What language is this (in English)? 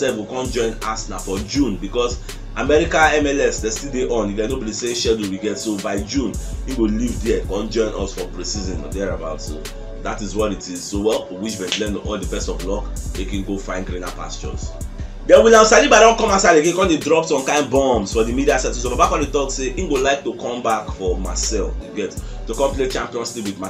Nigerian Pidgin